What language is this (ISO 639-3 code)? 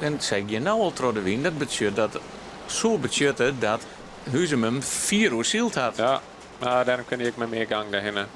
fry